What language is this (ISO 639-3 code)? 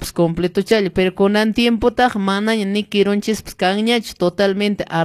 que